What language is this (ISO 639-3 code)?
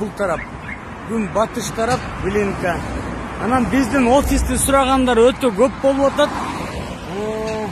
kir